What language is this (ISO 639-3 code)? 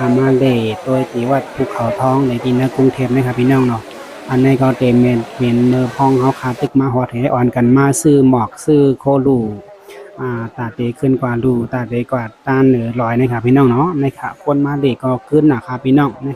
shn